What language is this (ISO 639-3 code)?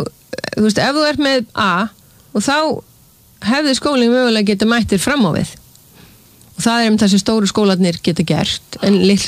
isl